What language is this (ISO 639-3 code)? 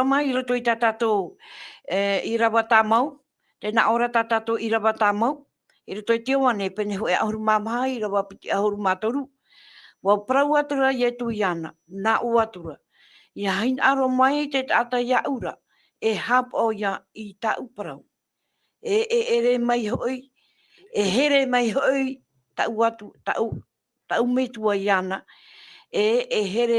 tah